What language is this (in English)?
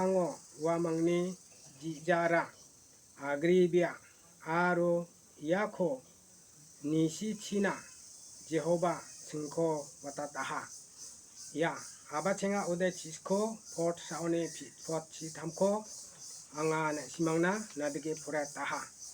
Garo